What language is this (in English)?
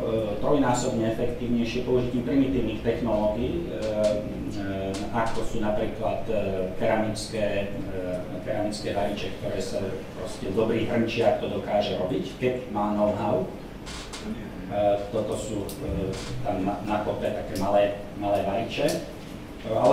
Slovak